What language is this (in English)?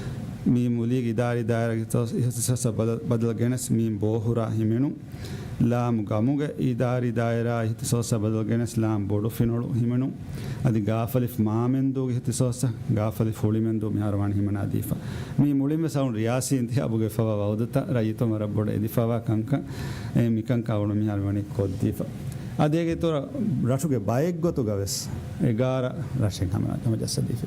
Divehi